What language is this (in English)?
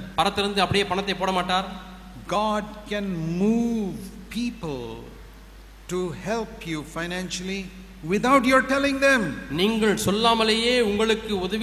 Tamil